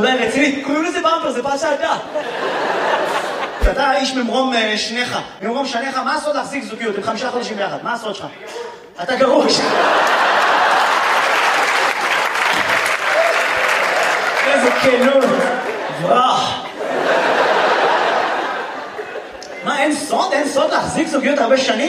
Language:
Hebrew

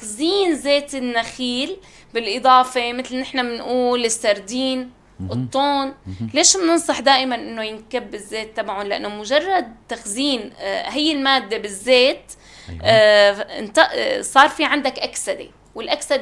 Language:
North Levantine Arabic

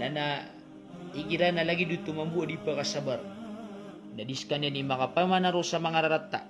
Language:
Maranao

